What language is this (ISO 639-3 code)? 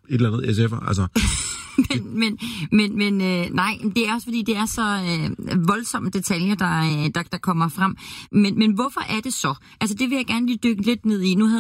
dan